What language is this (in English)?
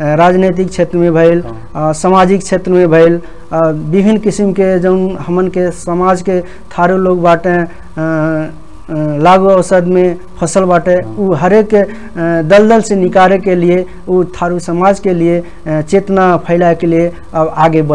Bhojpuri